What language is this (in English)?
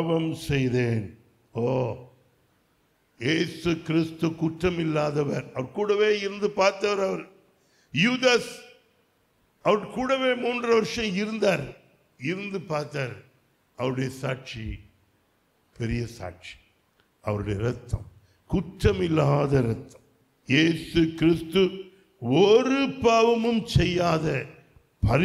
Tamil